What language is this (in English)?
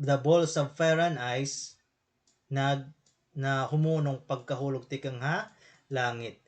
Waray